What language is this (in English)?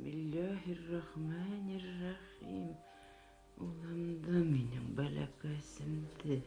Bashkir